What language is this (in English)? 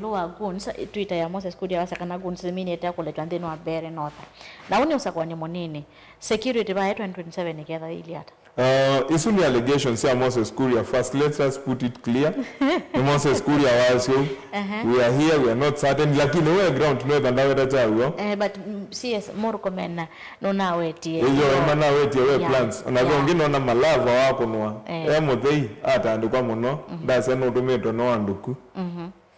Kamba